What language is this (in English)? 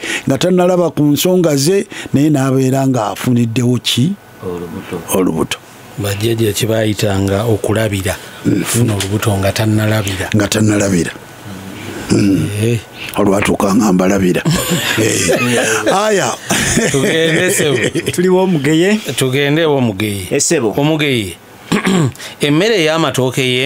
Ganda